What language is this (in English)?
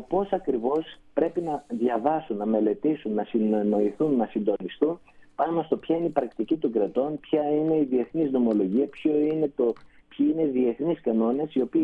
Greek